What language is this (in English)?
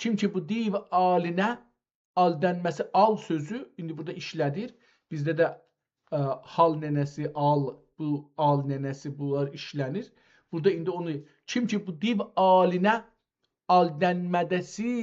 South Azerbaijani